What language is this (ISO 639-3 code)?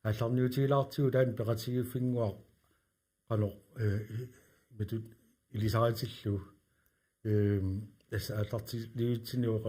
kal